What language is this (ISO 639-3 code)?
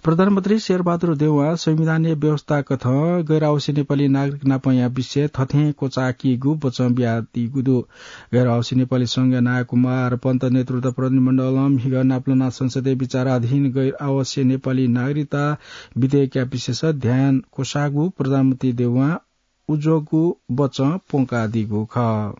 new